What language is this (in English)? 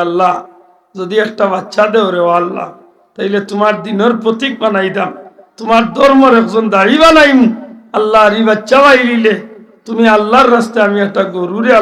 Sylheti